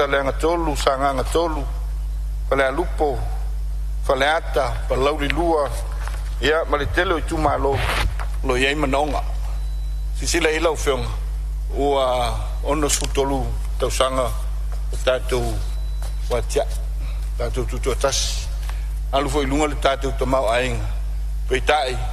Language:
Samoan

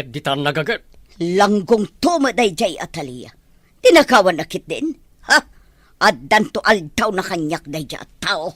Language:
Iloko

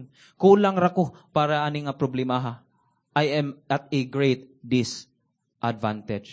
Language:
Cebuano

